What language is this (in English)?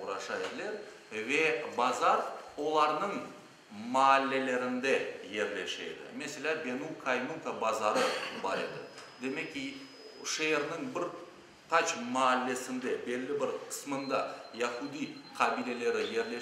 Crimean Tatar